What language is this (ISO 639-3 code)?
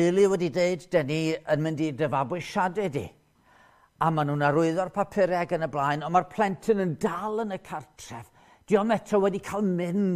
cym